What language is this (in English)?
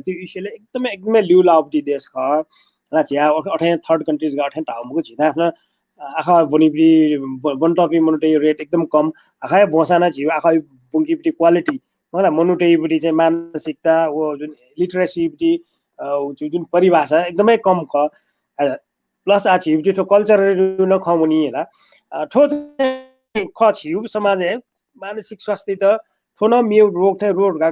Newari